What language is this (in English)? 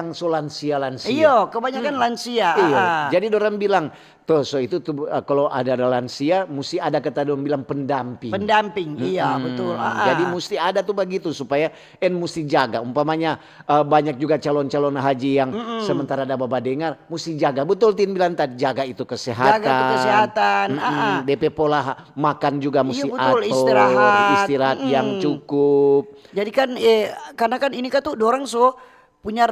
Manado Malay